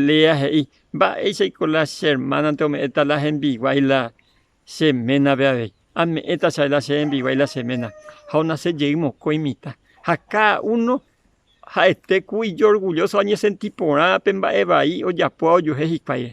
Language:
Guarani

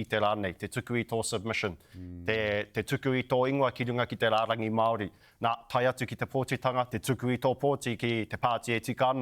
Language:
Māori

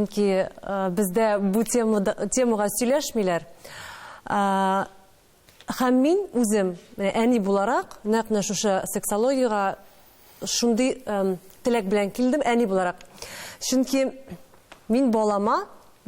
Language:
Tatar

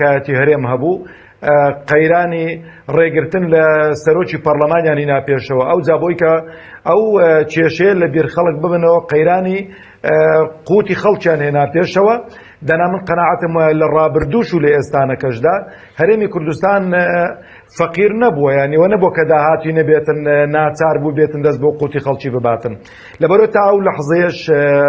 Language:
Central Kurdish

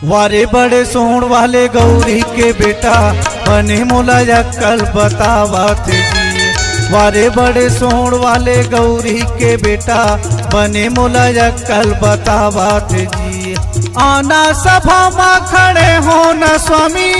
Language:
Chhattisgarhi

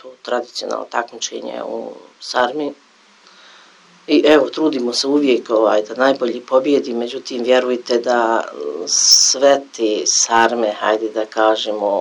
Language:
Bosnian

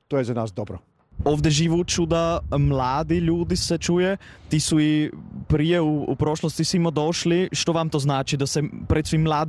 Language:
Croatian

